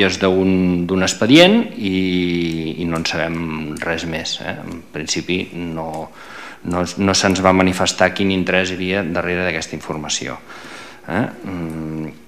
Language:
Catalan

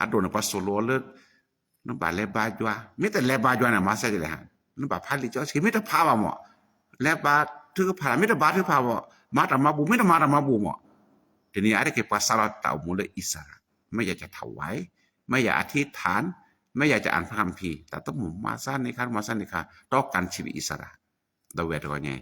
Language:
S'gaw Karen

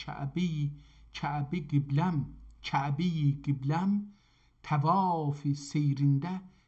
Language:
South Azerbaijani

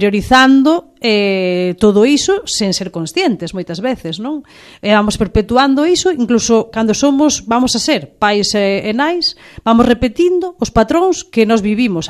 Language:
Galician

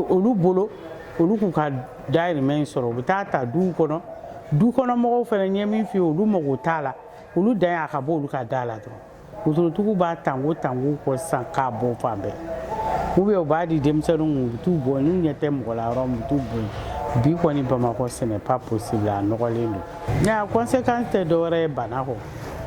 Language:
Bambara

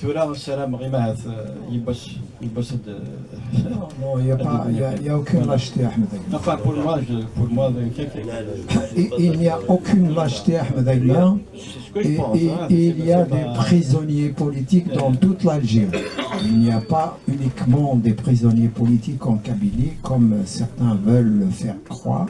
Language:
Kabyle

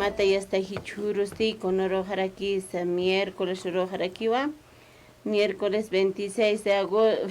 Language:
Aymara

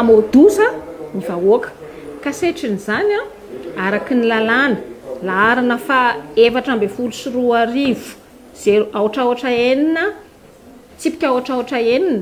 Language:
Malagasy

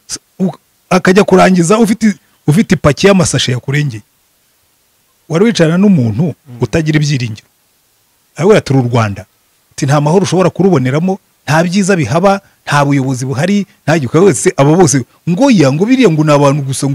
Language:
Kinyarwanda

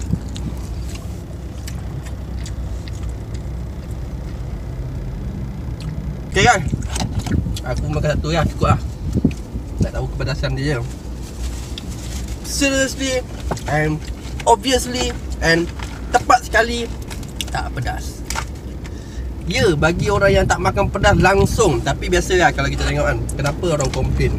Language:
Malay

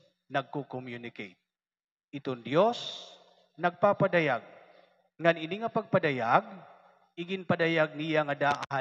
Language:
Waray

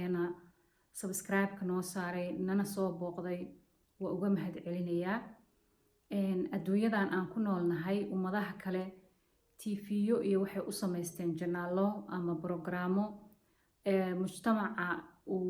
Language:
Somali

